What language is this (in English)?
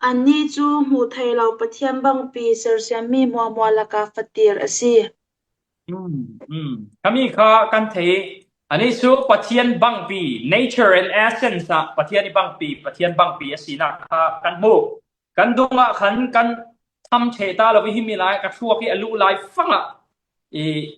Falam Chin